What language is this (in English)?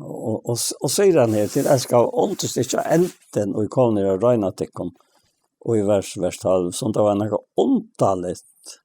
Faroese